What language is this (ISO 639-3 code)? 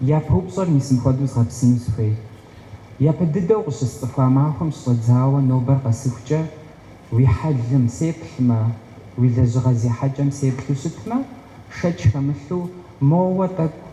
kbd